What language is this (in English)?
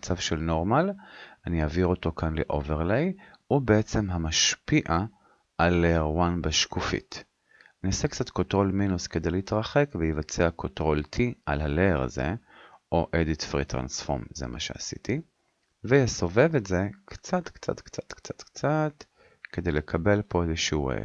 Hebrew